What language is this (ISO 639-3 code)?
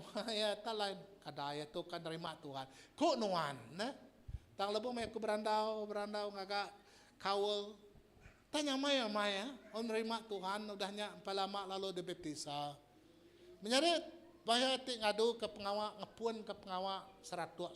iba